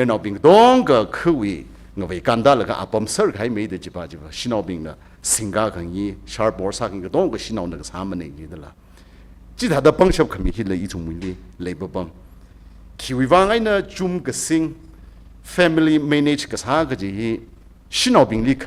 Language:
Tangkhul Naga (India)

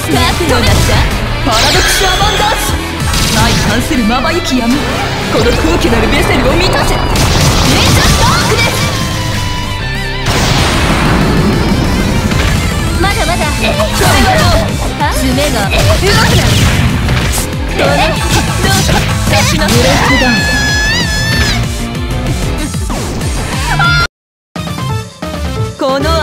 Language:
Japanese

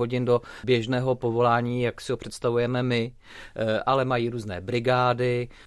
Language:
Czech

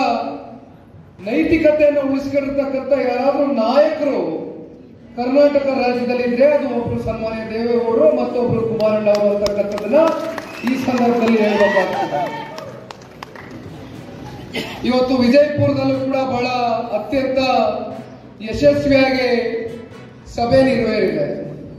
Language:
Kannada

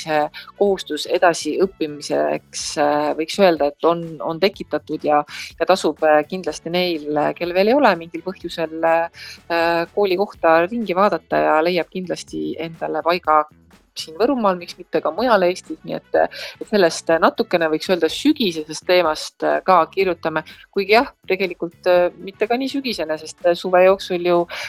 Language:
Estonian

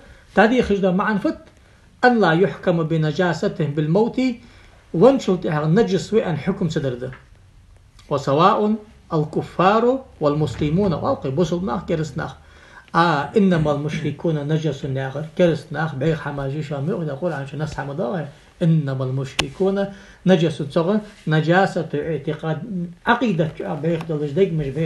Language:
Ingush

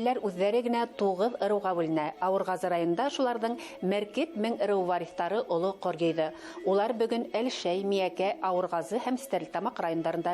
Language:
Bashkir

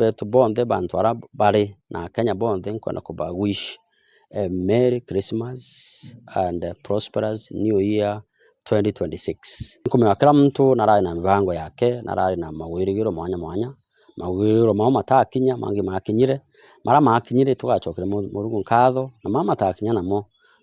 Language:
Meru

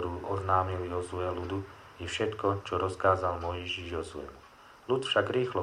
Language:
Slovak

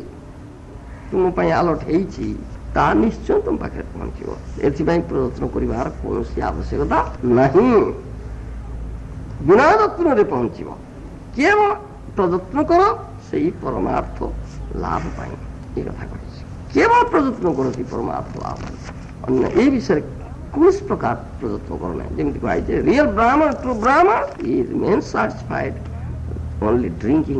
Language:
Odia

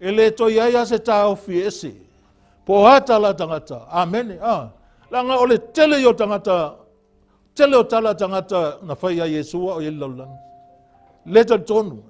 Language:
Samoan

